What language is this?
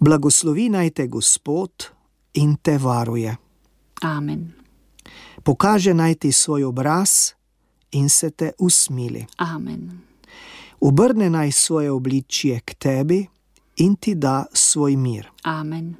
Slovenian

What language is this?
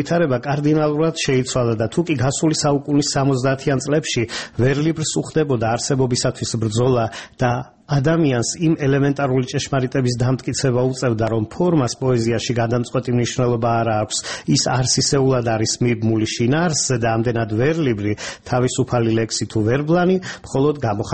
Georgian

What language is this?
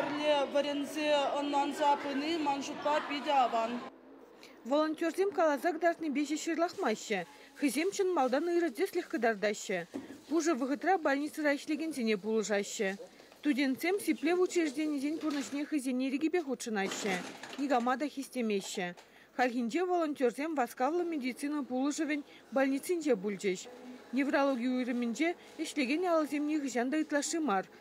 Chuvash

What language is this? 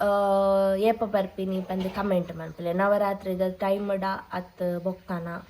Tulu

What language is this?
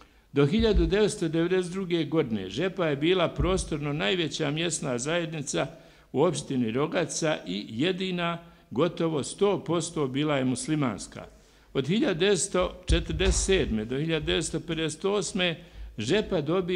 Bosnian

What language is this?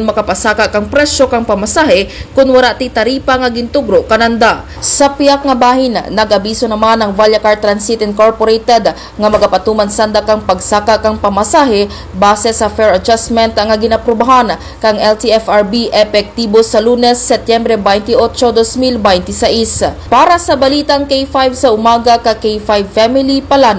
Kinaray-a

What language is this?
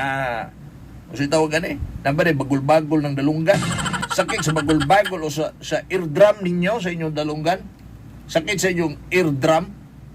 Cebuano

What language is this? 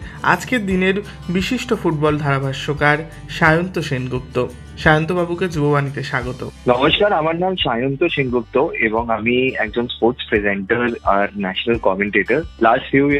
Bangla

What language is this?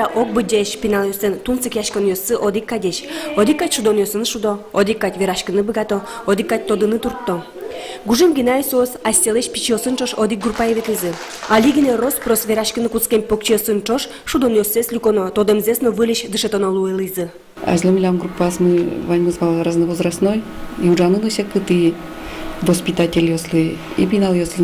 Udmurt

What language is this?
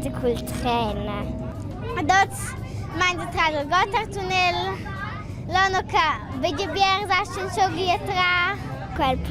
Romansh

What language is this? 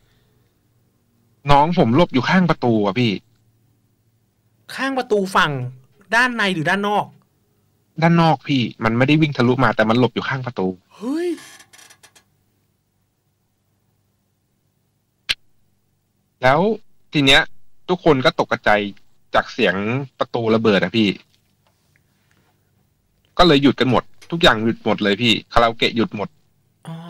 Thai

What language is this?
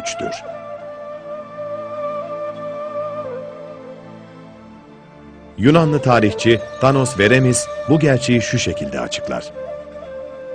Turkish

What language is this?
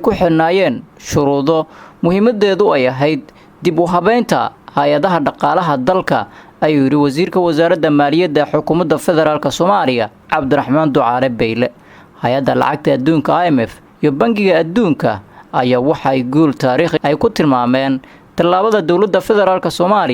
Somali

